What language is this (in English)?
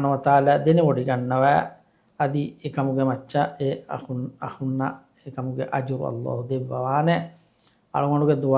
Divehi